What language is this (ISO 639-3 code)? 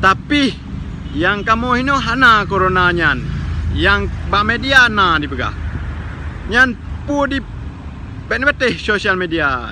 ace